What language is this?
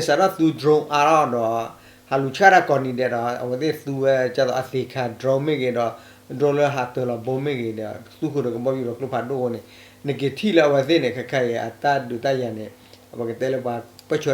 S'gaw Karen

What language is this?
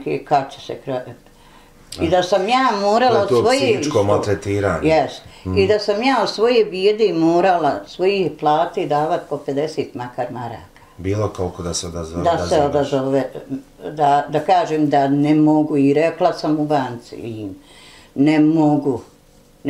Bosnian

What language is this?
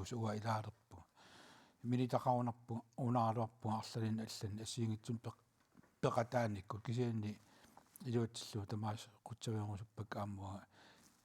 Kalaallisut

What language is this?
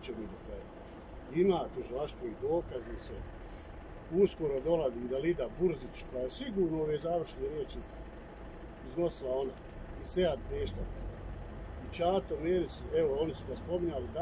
Bosnian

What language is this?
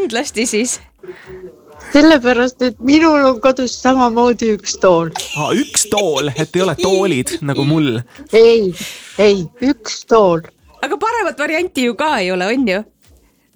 Estonian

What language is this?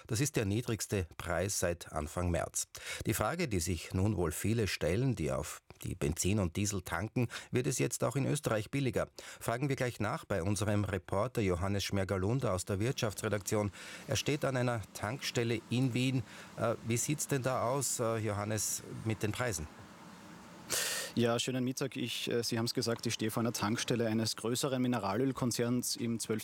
German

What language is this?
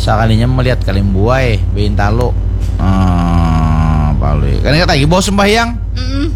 Banjar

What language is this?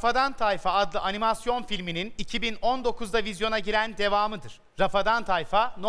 Turkish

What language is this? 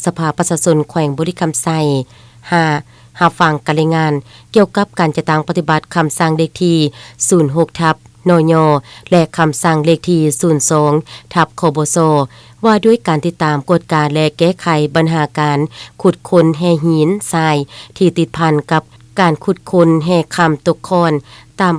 Lao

